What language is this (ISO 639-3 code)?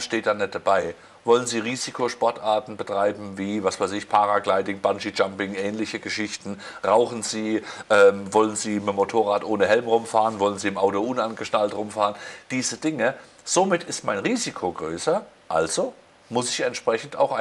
deu